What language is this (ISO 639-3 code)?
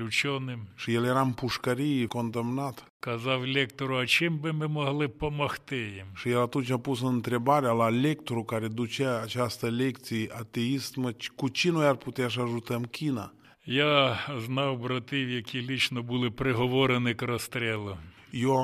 ron